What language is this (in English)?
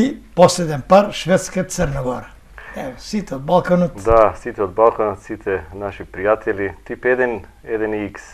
Macedonian